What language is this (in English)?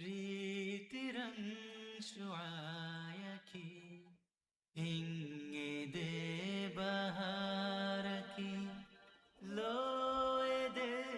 Divehi